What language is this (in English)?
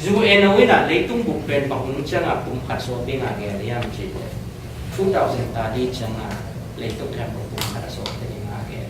Tedim Chin